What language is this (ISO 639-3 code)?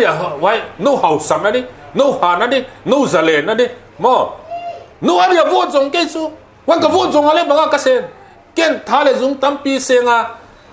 pck